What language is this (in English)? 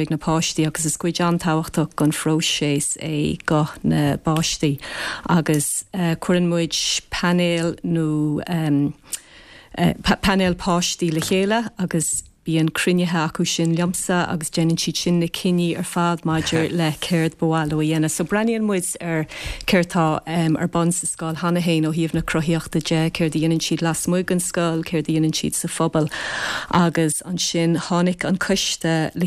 Irish